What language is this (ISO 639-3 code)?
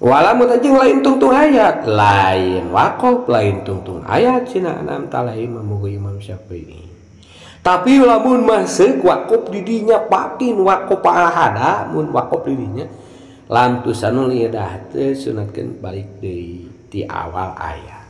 sun